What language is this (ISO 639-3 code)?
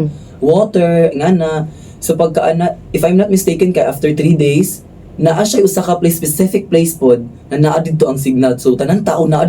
ceb